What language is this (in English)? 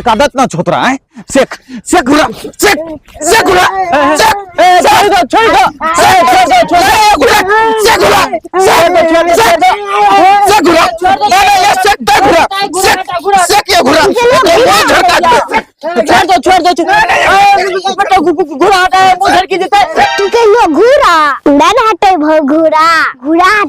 Angika